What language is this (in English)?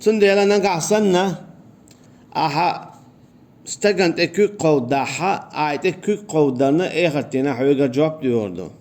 Chechen